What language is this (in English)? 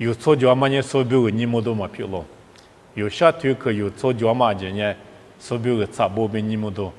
Lisu